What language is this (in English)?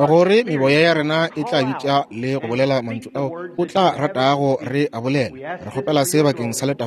Northern Sotho